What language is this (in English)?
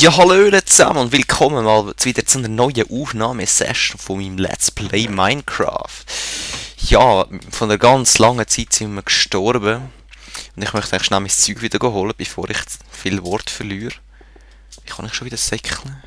Swiss German